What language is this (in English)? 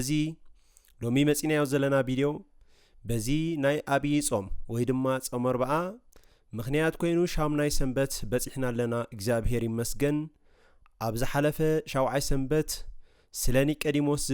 Tigrinya